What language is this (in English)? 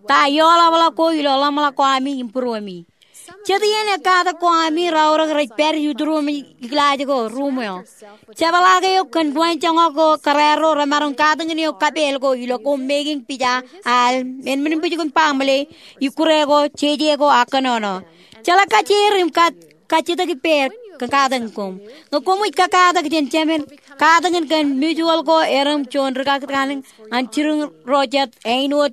Marshallese